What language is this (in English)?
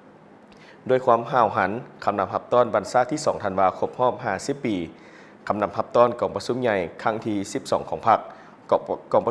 Lao